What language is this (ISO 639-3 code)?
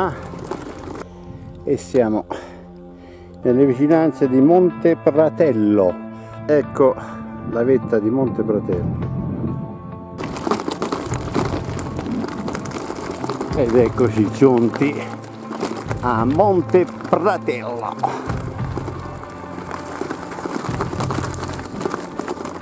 ita